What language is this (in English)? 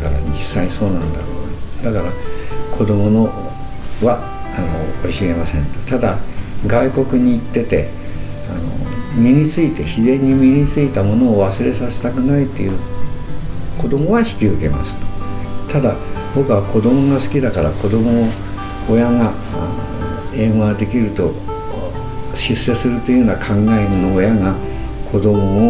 Japanese